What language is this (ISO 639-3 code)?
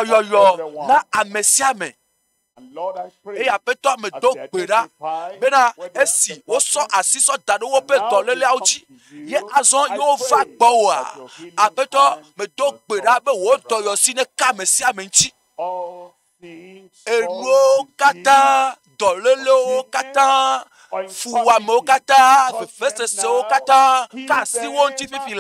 ewe